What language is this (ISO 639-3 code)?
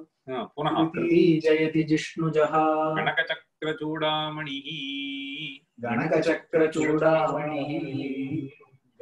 san